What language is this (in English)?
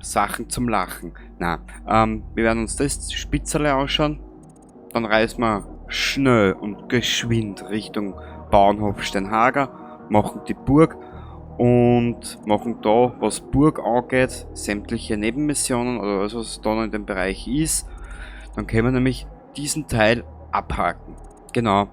Bavarian